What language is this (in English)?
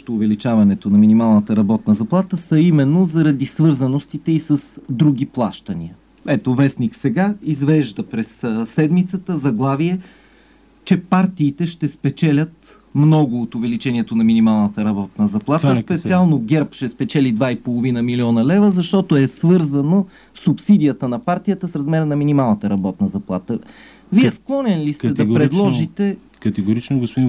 Bulgarian